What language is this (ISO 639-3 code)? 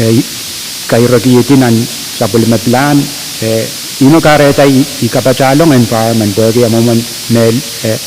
pon